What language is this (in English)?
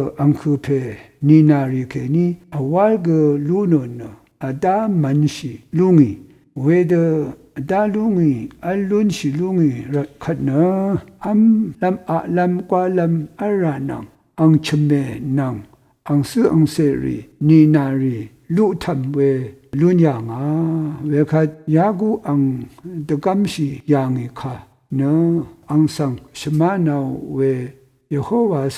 Rawang